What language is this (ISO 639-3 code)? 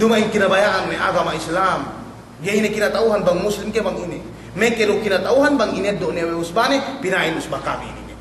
yka